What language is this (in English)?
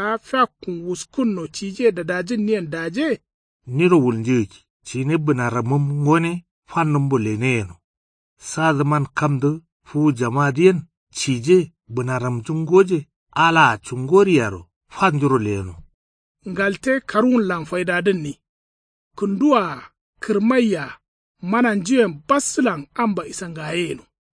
Kanuri